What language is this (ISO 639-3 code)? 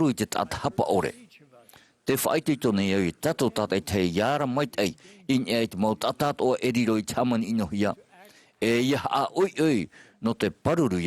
tah